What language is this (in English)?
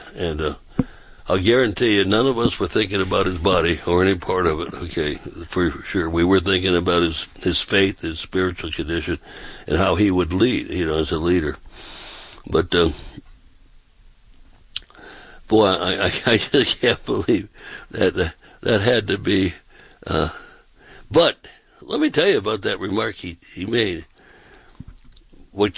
English